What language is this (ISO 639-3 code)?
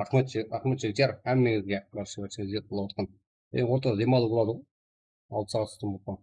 kaa